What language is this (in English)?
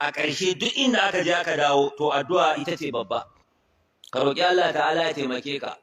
Hausa